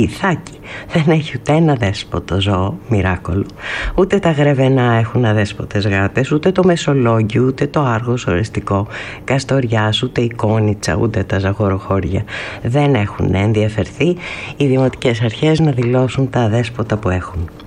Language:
Greek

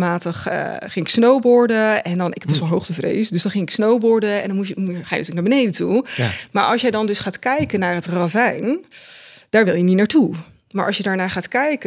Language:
Dutch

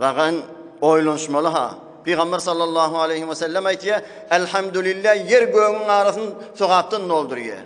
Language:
Turkmen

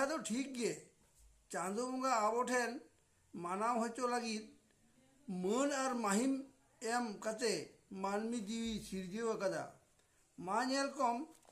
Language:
Santali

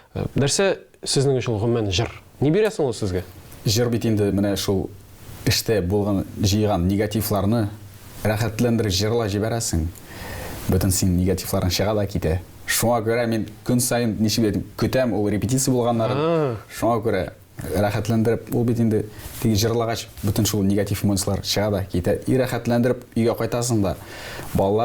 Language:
Tatar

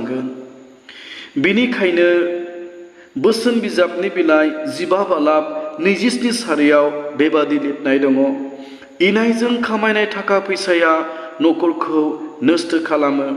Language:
Bodo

